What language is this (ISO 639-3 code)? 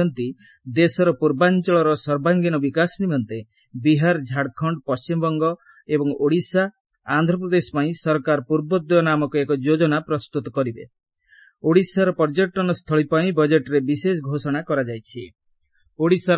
ori